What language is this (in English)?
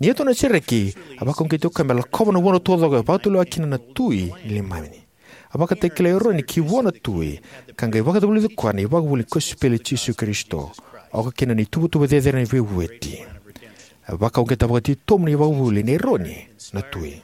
Fijian